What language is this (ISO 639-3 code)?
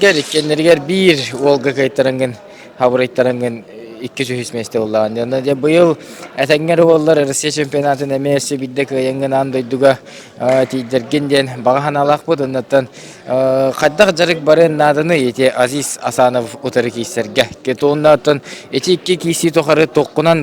sah